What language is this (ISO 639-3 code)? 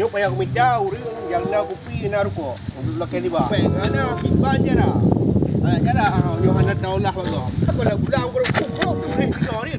ace